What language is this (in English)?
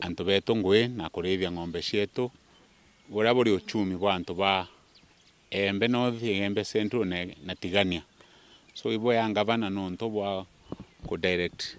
Meru